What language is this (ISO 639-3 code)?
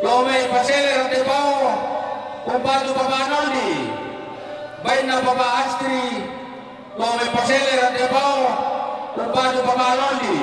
sda